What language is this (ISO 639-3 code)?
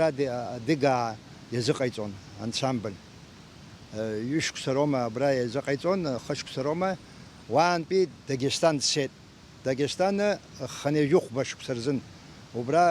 abk